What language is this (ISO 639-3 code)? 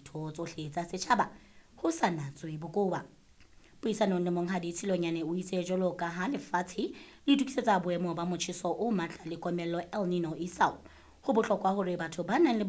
sot